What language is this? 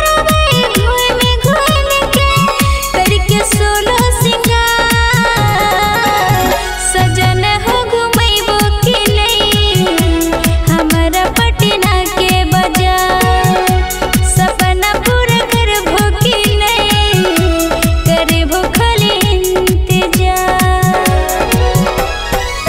Bhojpuri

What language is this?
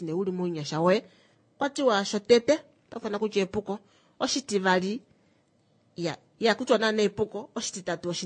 Kuanyama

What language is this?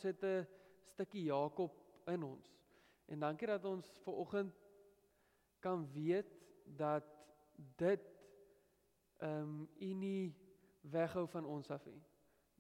Afrikaans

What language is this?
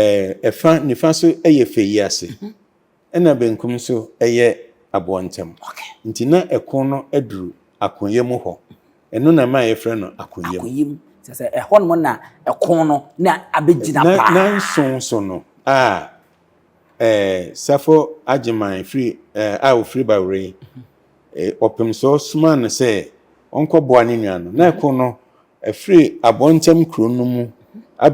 Akan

